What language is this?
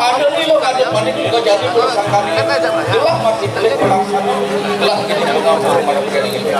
Balinese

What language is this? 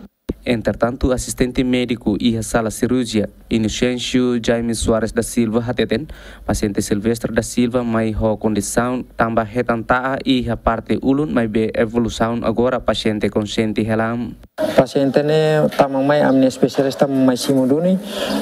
Tetum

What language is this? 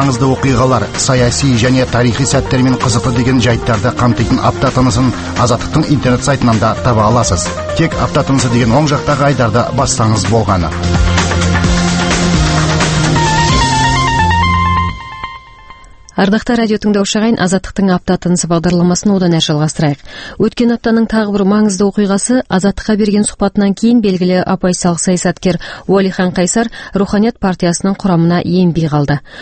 Kazakh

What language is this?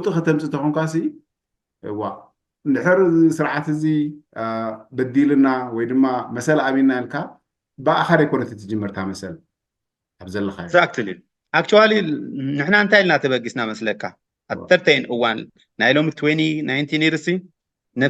Tigrinya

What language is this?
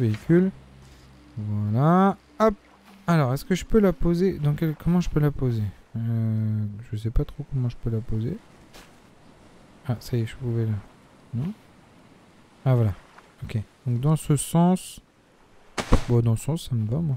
French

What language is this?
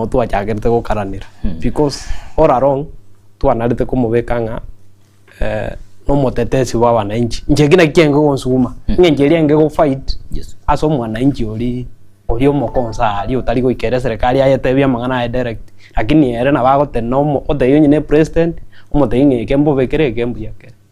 Gusii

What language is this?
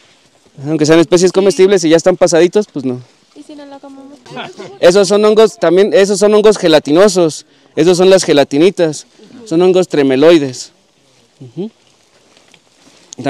Spanish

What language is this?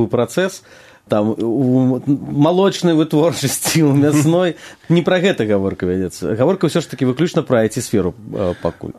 Belarusian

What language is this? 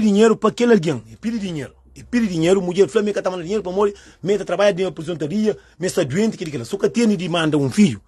Kabuverdianu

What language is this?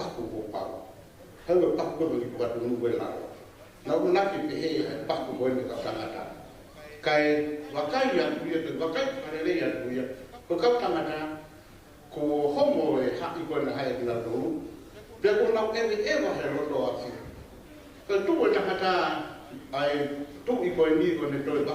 Tongan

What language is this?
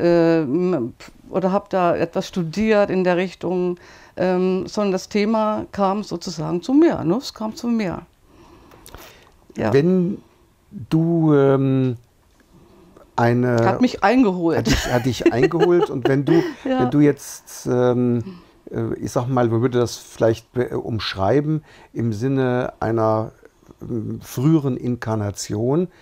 German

